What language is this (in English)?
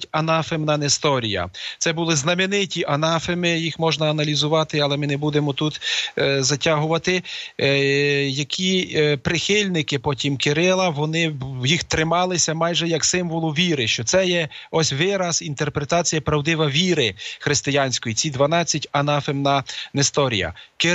Ukrainian